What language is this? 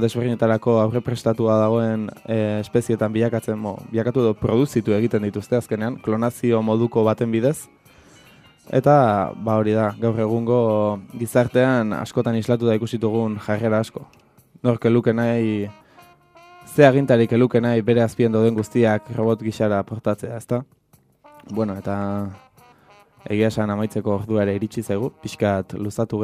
Basque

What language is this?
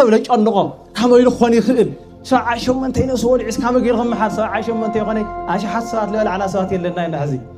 Tigrinya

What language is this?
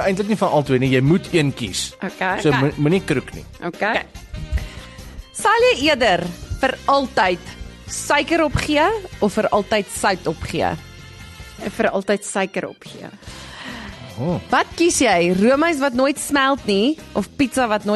Afrikaans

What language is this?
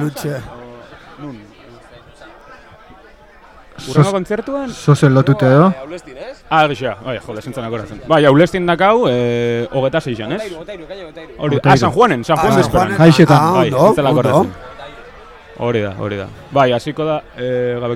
Basque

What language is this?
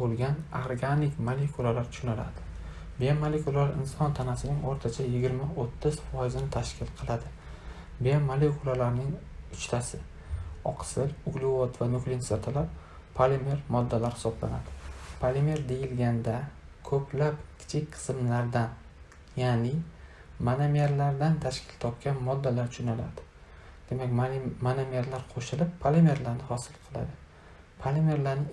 Uzbek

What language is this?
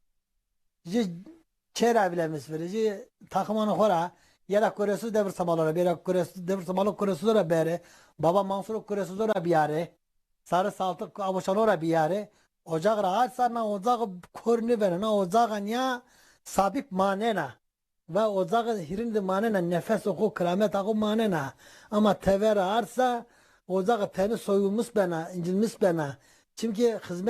Zaza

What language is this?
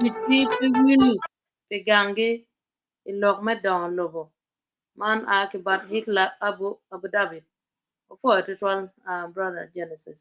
Acoli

